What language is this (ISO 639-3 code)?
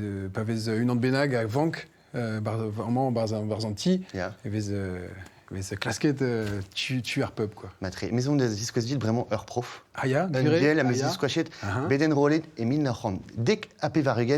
bre